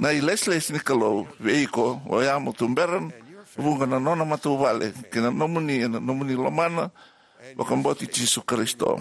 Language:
Fijian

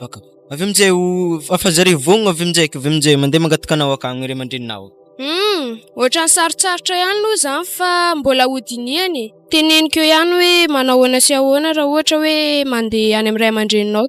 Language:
Malagasy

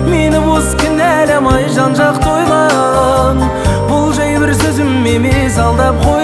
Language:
Kazakh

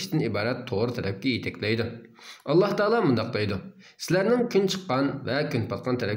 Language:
Uyghur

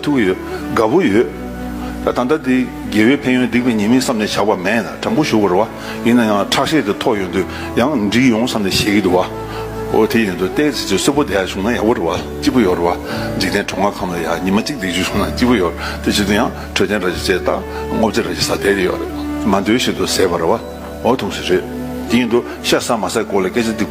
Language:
Tibetan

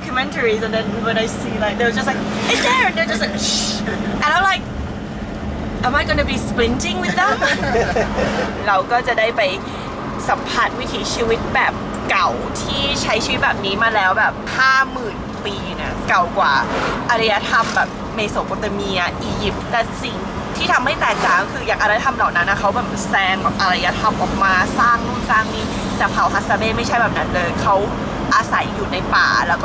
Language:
Thai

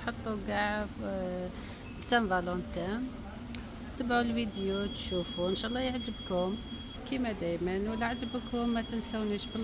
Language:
Algerian Arabic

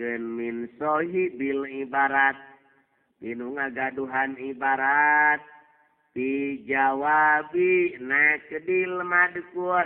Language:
Sundanese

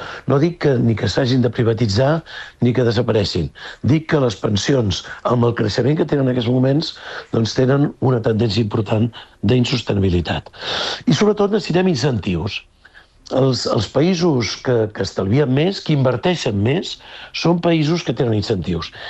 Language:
Catalan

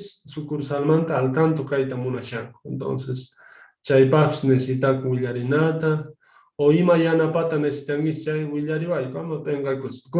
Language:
Quechua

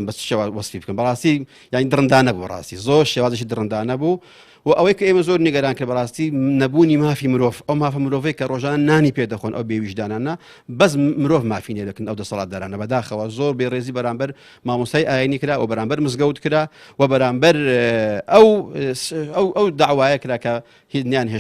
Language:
Central Kurdish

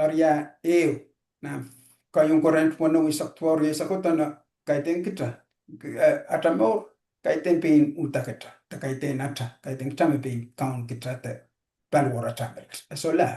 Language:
Pohnpeian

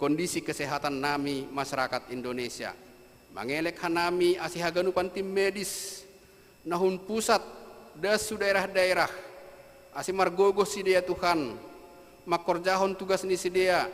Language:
Batak Simalungun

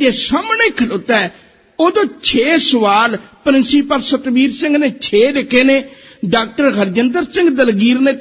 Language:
Punjabi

